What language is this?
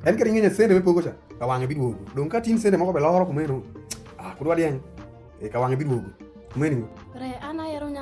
Alur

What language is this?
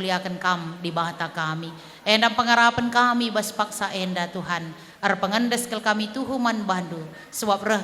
Batak Karo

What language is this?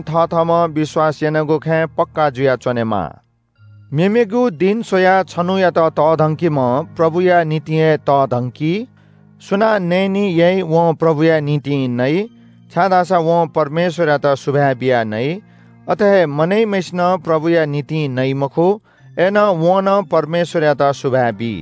Newari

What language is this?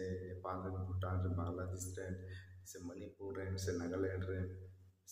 Santali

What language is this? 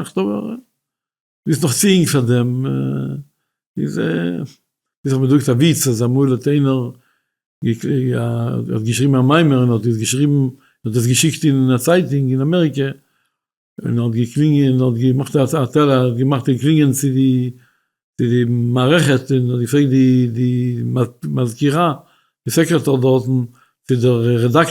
Yiddish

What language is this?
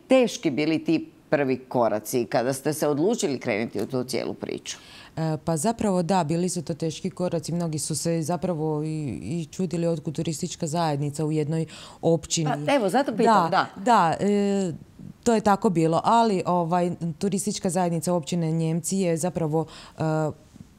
Croatian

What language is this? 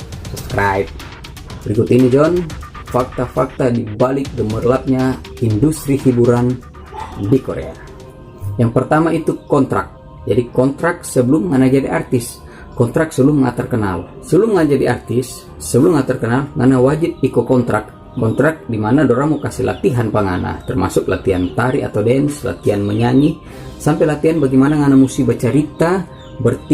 Manado Malay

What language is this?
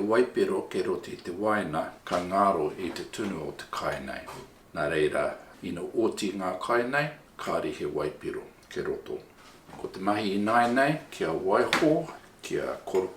Māori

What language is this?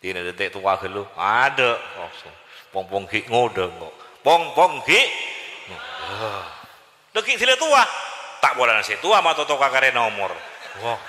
Madurese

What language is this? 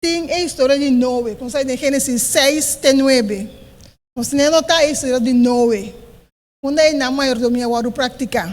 Papiamento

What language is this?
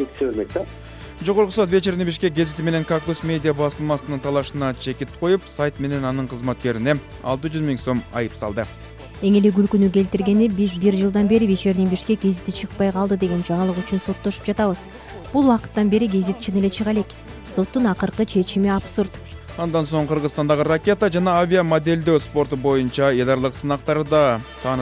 Kyrgyz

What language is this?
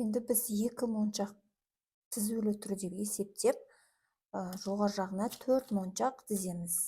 Kazakh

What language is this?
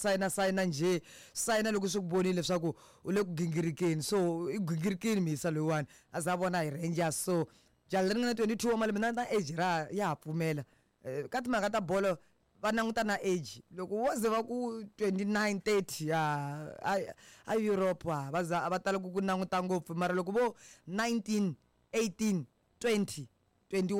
Tsonga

